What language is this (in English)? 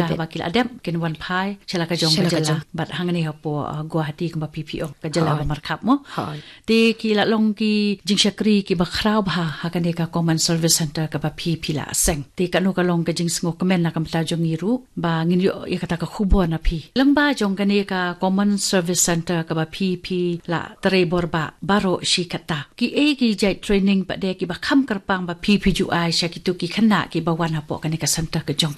Khasi